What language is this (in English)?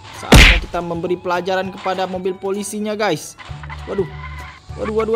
Indonesian